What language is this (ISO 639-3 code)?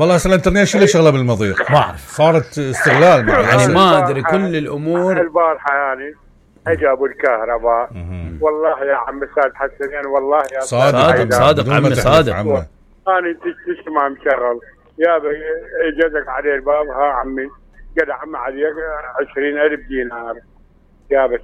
acm